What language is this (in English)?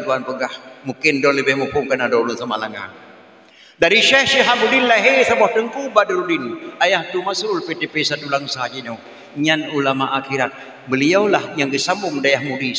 Achinese